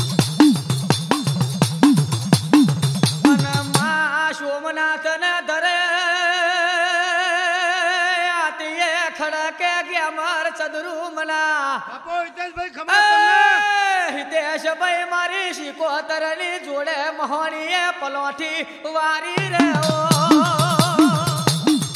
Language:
Gujarati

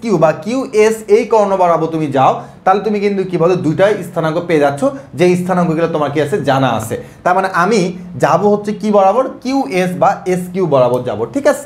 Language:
Bangla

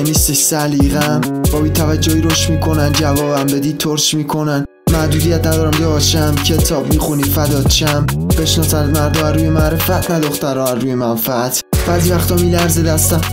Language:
Persian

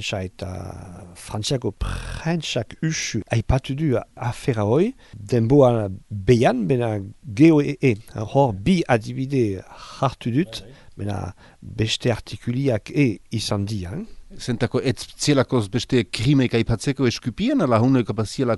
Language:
Basque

